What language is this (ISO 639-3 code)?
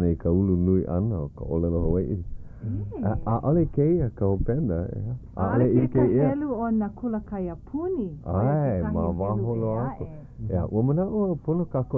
haw